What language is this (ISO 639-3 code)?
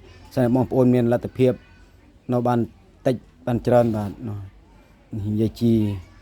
khm